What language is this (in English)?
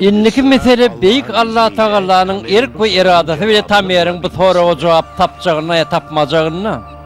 Turkmen